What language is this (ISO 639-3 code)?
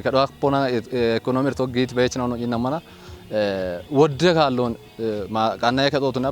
kbr